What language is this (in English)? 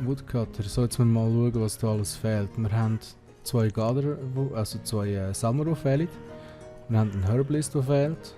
Swiss German